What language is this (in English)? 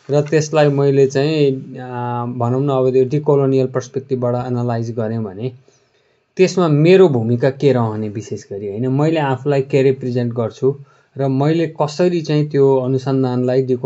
Nepali